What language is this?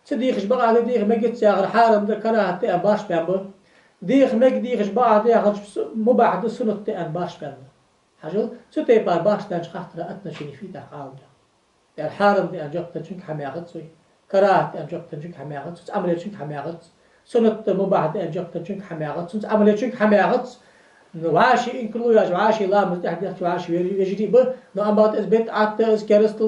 Ingush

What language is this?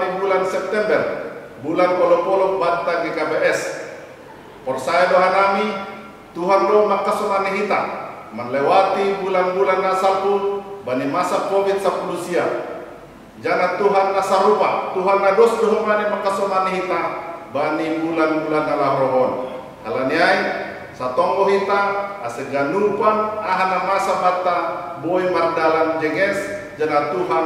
Batak Simalungun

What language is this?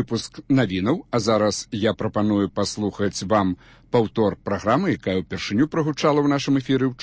Belarusian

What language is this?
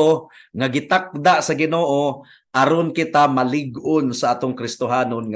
Cebuano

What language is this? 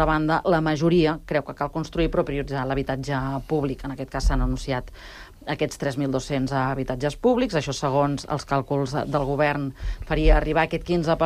Catalan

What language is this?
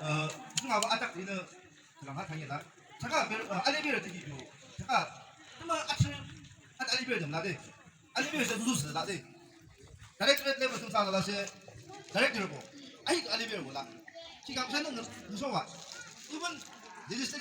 Yimchungru Naga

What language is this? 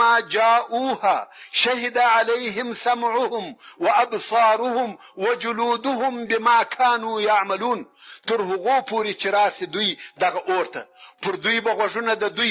Pashto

